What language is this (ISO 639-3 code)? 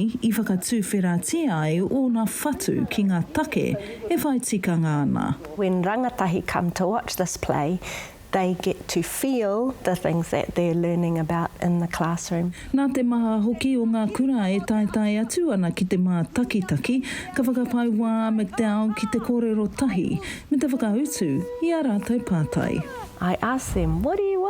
mri